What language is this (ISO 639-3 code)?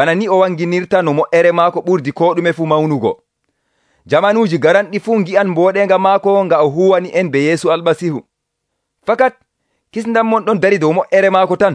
fuv